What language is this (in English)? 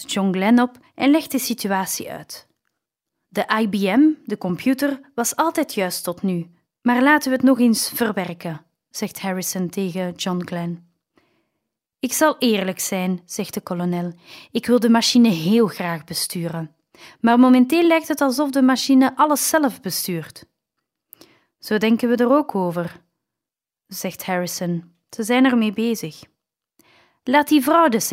Dutch